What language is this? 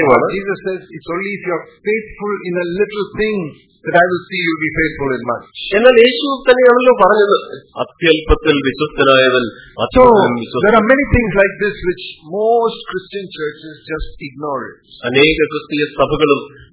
Malayalam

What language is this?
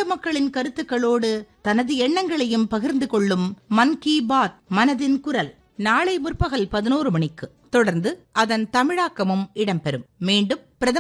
Tamil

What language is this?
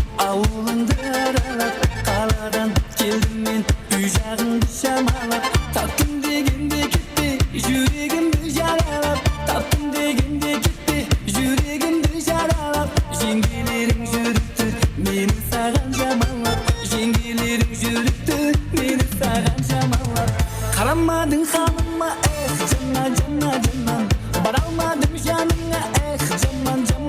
Kara-Kalpak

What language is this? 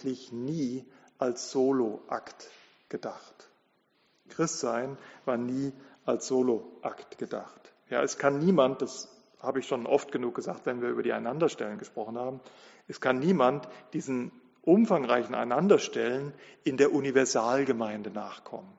German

